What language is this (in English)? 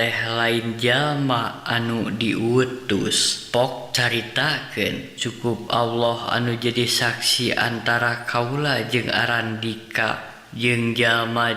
Sundanese